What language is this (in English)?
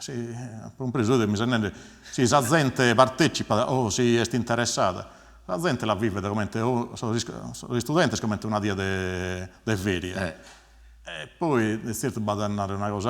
Sardinian